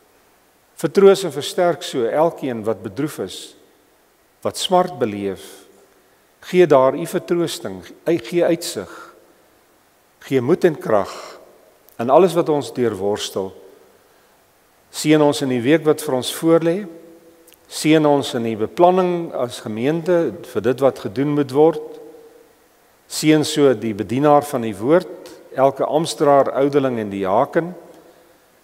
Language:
Afrikaans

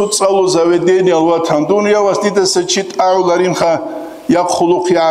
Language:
Avaric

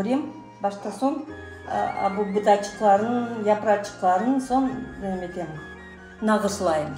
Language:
Crimean Tatar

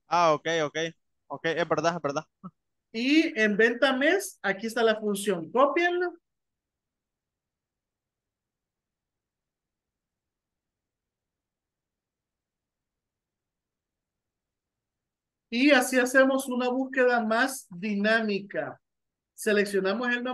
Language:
Spanish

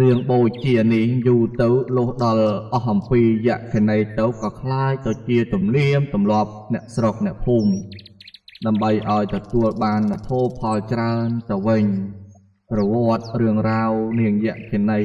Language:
Khmer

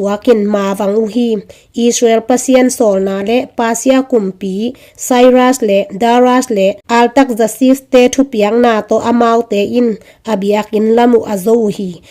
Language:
Tedim Chin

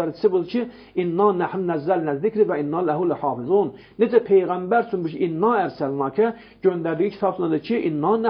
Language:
Azerbaijani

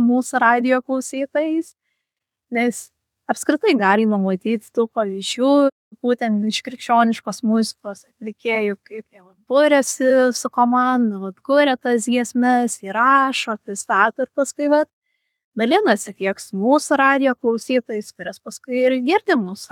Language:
Lithuanian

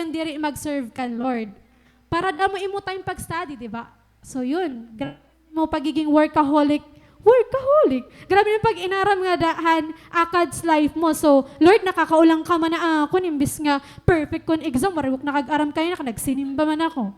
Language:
Waray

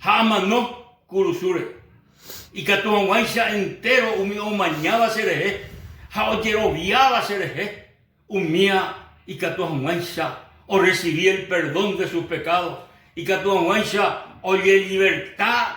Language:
Guarani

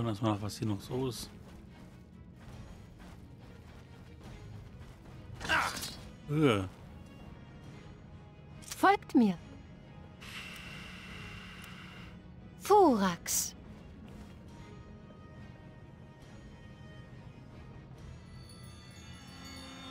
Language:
German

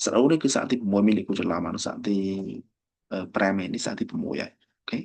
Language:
Khmer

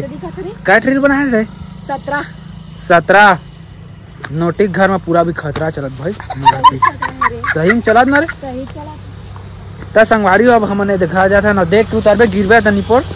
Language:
Chhattisgarhi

